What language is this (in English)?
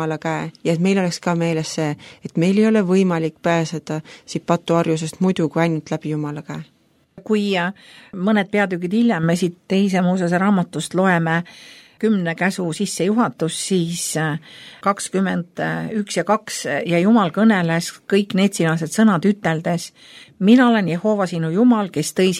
Estonian